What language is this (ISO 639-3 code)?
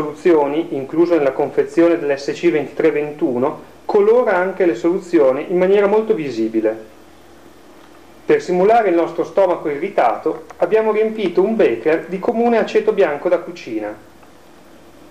ita